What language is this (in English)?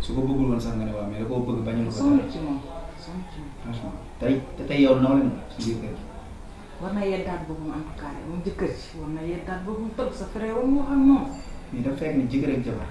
Wolof